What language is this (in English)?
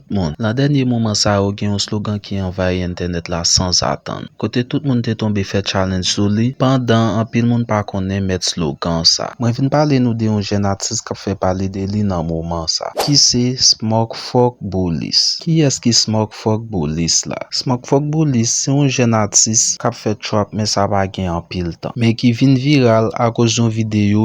Haitian Creole